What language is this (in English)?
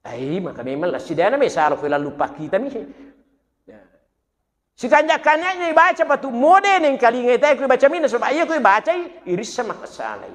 Buginese